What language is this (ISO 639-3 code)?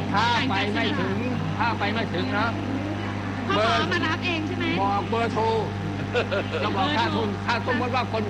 tha